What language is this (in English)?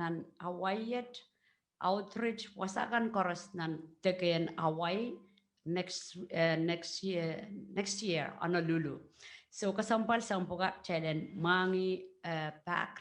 Pohnpeian